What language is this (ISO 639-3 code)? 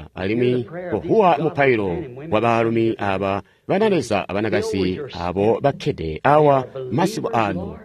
toi